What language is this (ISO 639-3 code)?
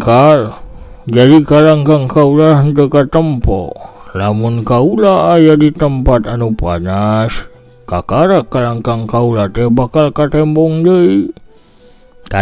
sun